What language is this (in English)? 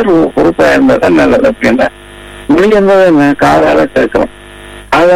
Tamil